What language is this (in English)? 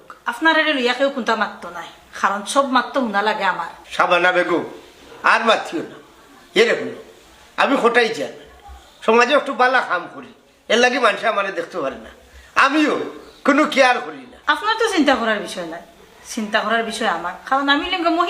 Sylheti